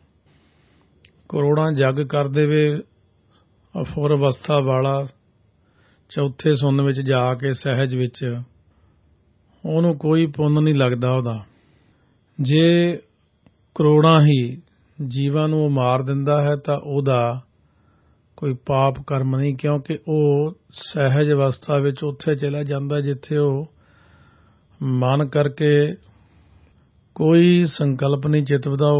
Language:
Punjabi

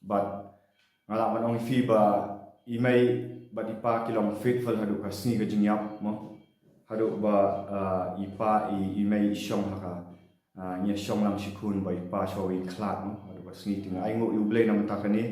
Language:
Khasi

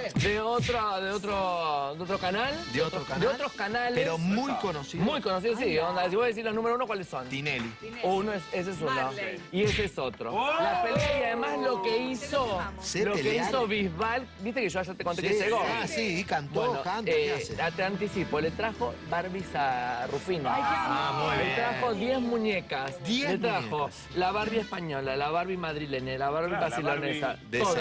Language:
Spanish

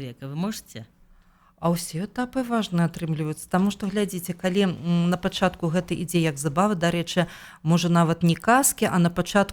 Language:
Belarusian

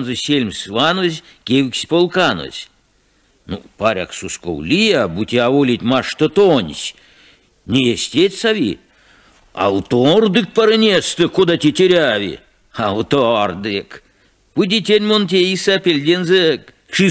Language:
Erzya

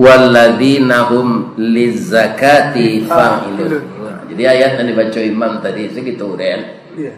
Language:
Minangkabau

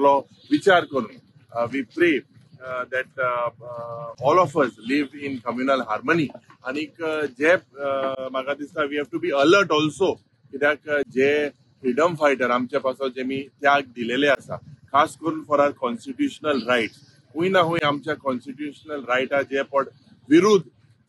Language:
Konkani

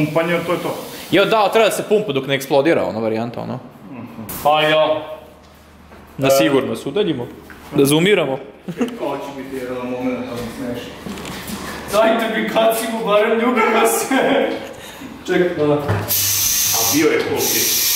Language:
Serbian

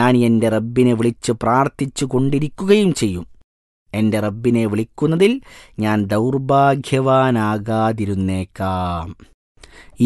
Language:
Malayalam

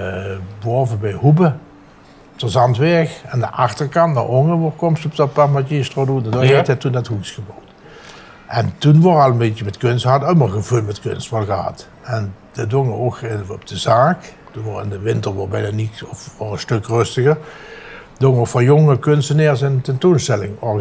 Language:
Limburgish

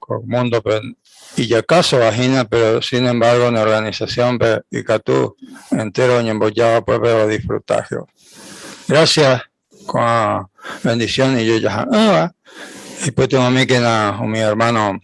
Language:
Guarani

